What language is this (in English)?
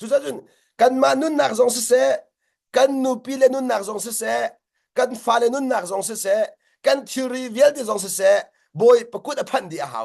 Hakha Chin